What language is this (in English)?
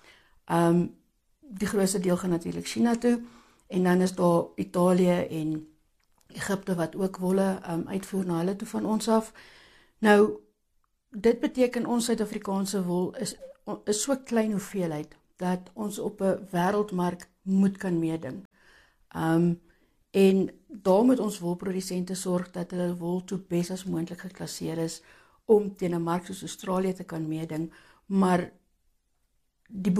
Afrikaans